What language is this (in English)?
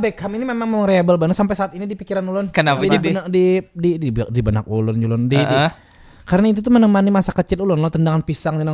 Banjar